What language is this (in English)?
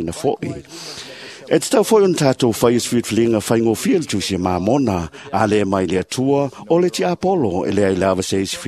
Samoan